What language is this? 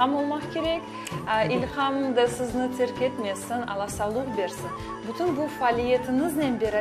Crimean Tatar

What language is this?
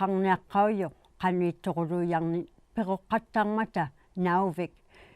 Inuktitut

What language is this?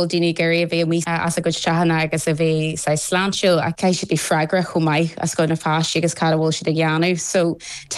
Irish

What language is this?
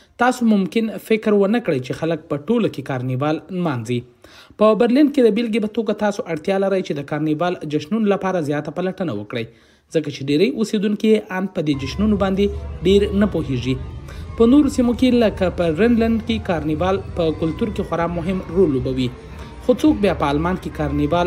Pashto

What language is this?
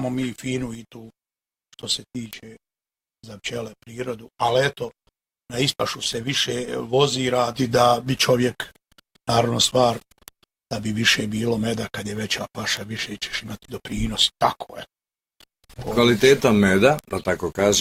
Bosnian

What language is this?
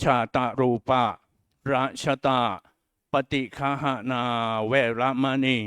Pali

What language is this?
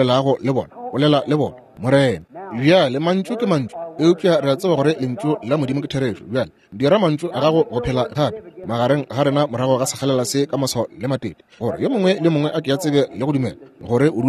Northern Sotho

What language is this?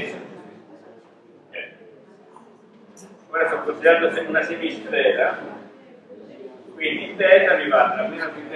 Italian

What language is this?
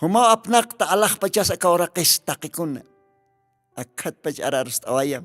Aymara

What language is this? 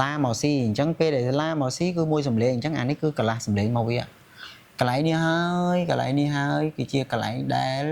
Khmer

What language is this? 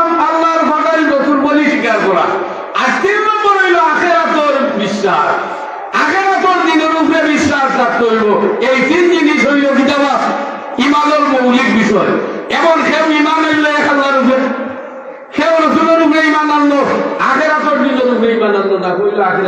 Sylheti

